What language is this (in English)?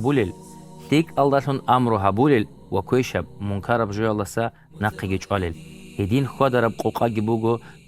Avaric